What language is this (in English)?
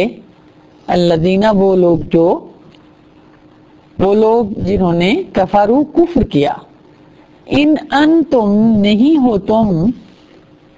Urdu